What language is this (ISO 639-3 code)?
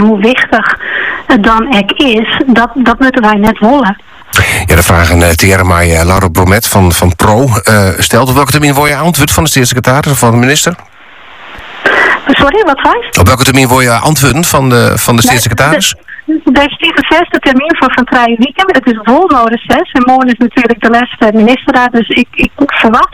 nld